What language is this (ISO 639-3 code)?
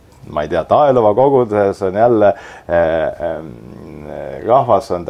est